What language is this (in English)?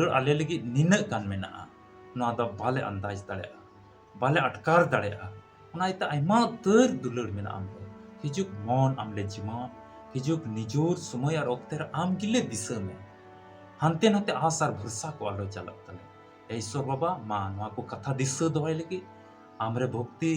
Santali